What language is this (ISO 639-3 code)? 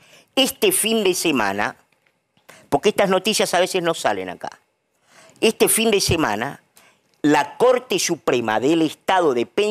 spa